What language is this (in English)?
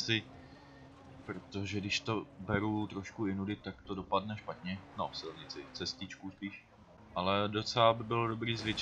Czech